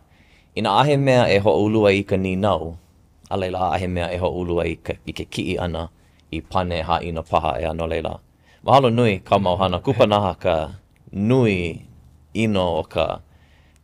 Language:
Hawaiian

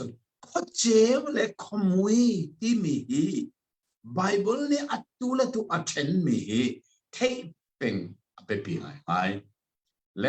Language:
Hakha Chin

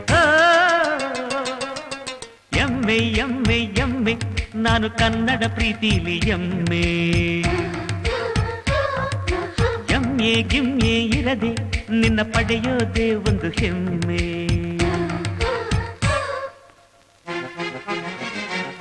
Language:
Kannada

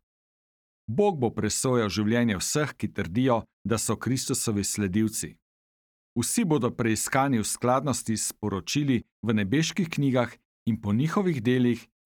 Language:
Slovenian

